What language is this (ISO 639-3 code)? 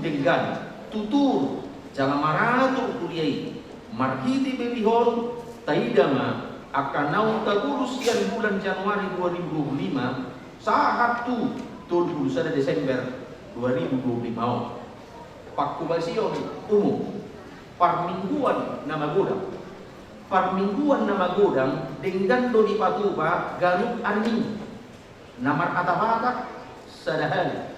bbc